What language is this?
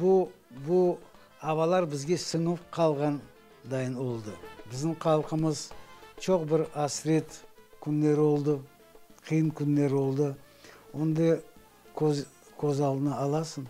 Crimean Tatar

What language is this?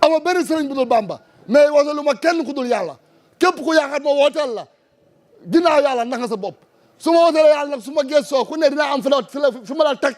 Wolof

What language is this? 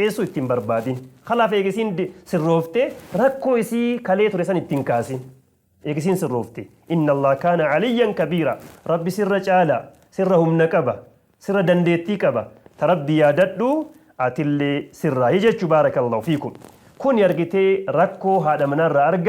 Oromo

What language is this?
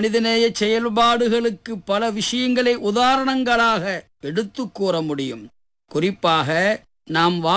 Tamil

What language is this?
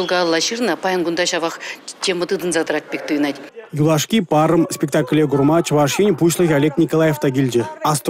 Chuvash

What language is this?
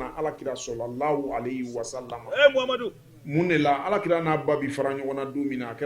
Bambara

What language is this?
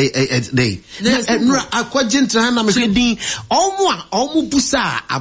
Akan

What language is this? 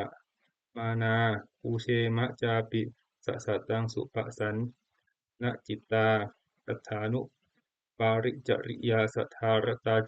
Pali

